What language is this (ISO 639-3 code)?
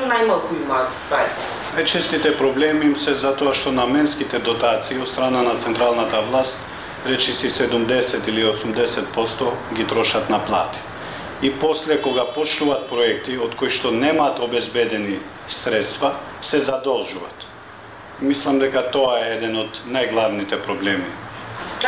mkd